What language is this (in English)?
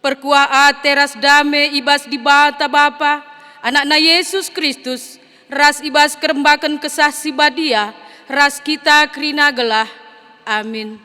Batak Karo